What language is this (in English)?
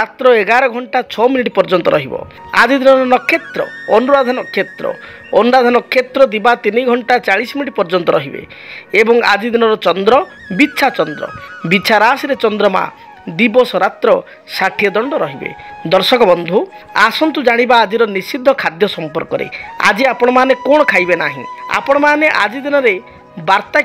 Odia